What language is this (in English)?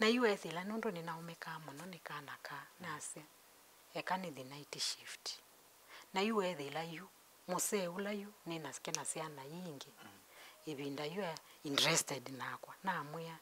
Kamba